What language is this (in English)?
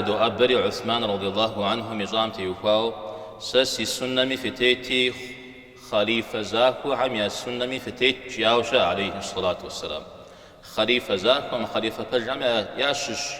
Kabardian